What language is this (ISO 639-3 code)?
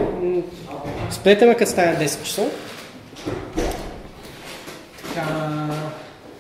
bul